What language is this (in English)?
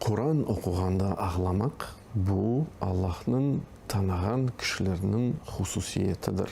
Crimean Tatar